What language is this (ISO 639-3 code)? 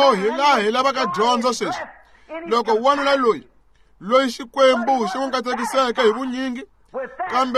tso